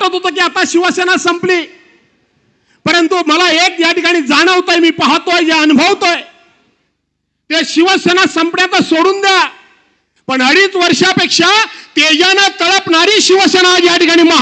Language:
Marathi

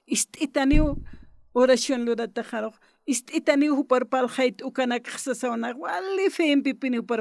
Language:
Aymara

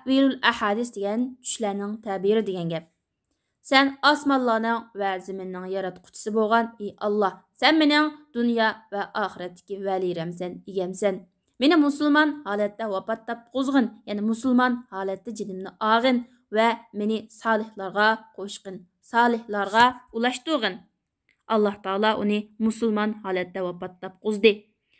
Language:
Uyghur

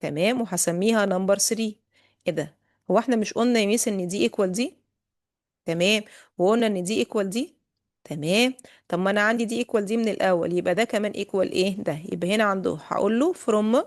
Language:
Egyptian Arabic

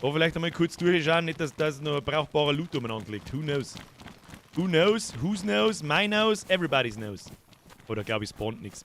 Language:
Bavarian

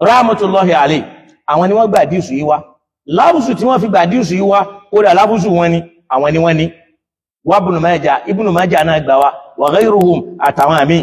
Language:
Yoruba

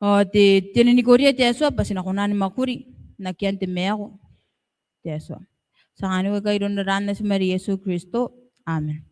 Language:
Gilbertese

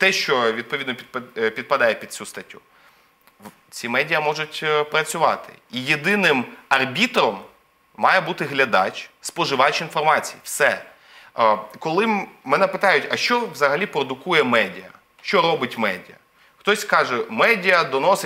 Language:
Ukrainian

